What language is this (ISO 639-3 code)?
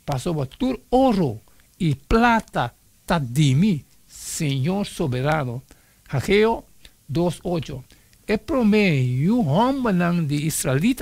pap